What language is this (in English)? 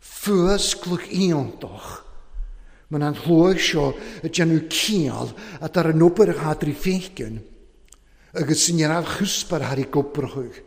Welsh